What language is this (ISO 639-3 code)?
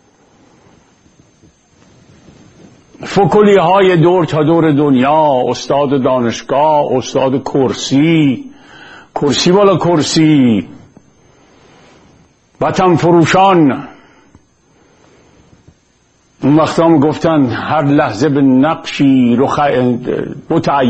fas